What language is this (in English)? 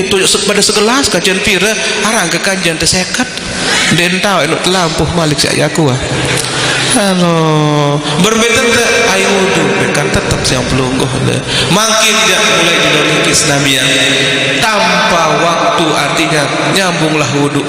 Sasak